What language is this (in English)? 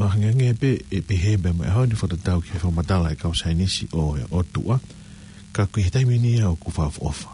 Tongan